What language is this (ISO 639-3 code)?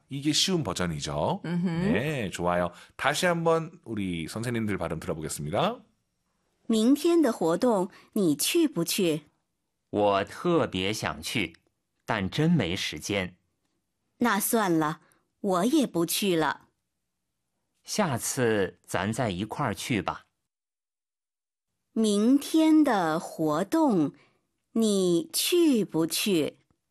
kor